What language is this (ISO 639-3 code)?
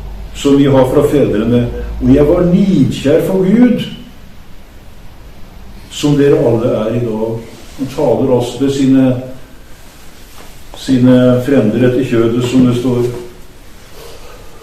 nor